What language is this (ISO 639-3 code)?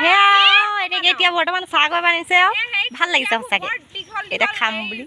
asm